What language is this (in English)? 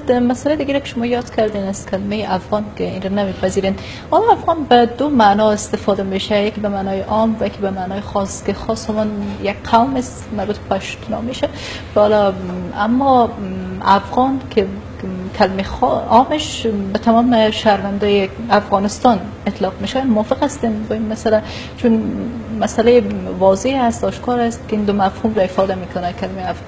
Persian